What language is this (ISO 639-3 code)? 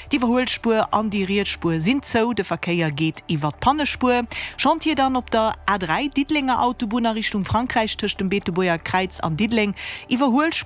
ltz